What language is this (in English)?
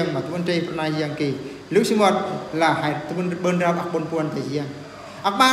Eastern Bru